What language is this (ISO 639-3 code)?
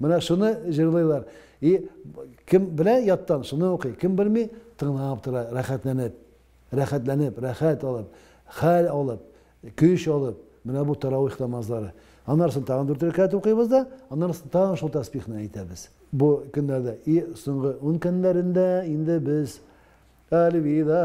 tat